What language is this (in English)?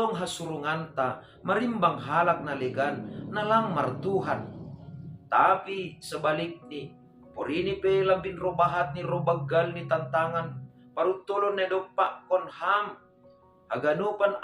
Batak Simalungun